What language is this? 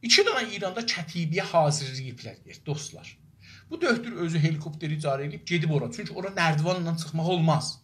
South Azerbaijani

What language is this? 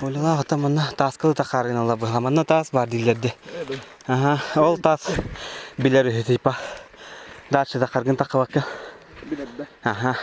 Yakut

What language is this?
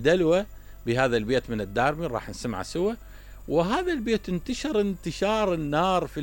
Mesopotamian Arabic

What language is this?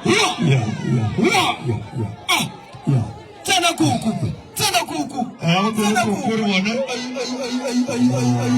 Northern Sotho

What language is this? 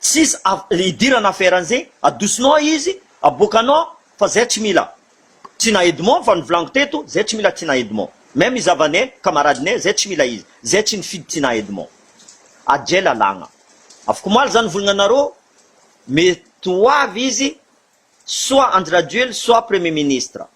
Malagasy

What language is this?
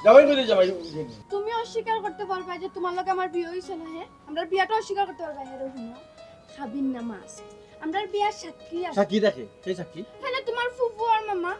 Sylheti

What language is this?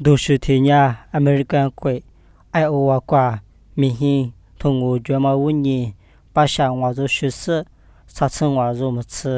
Lisu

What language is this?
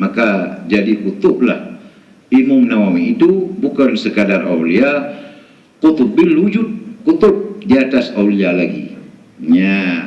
Achinese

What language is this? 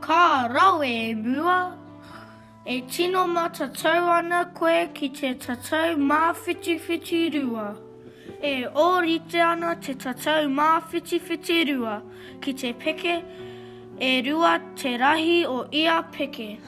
Māori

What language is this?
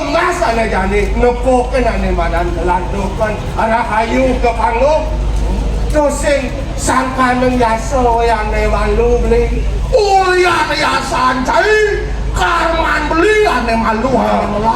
Balinese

